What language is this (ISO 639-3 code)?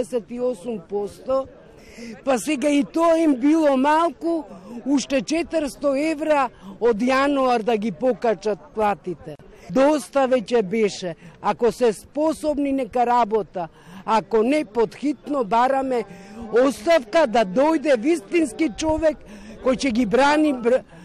mkd